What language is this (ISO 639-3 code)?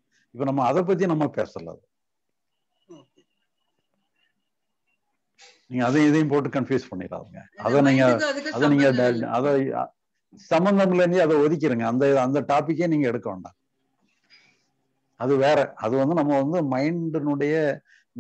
tam